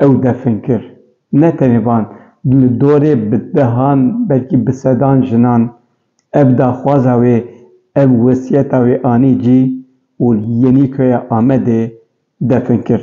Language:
Kurdish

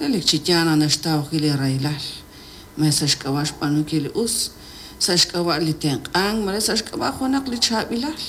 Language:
Kekchí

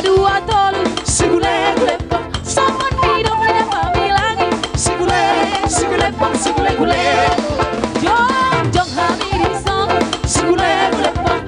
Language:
Batak Toba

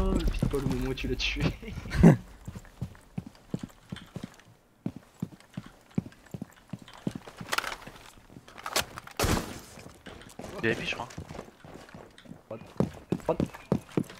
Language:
French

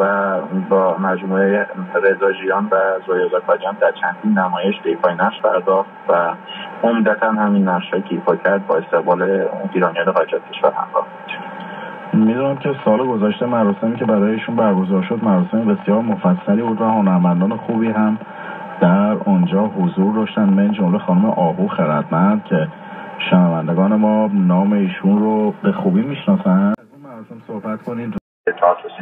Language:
Persian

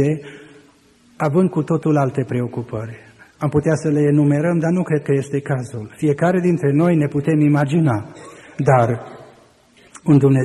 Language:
Romanian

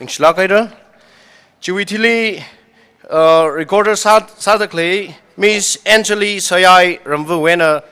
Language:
Tangkhul Naga (India)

